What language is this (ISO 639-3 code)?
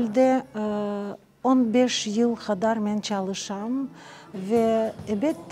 crh